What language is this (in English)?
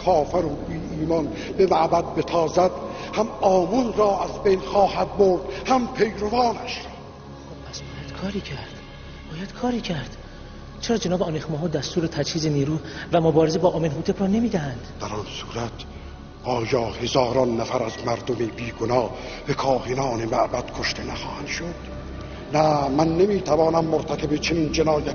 Tajik